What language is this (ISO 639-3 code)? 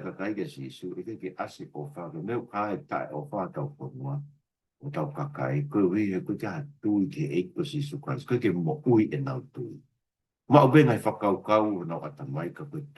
ton